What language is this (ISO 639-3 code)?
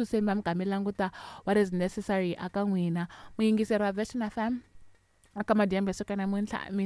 tso